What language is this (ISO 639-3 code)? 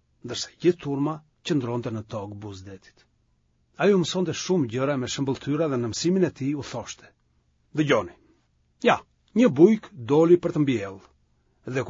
sqi